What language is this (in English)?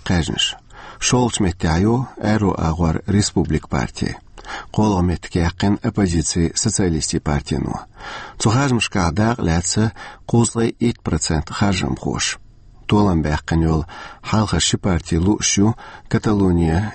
Chechen